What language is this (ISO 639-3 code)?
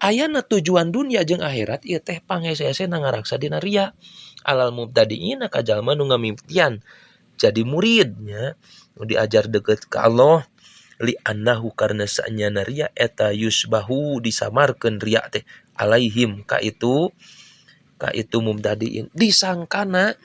sun